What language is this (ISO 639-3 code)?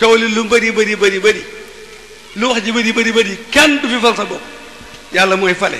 wol